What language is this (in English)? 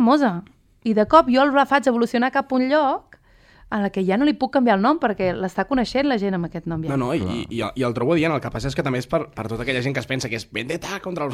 Catalan